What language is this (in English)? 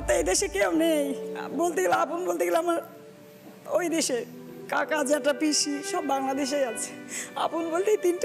Bangla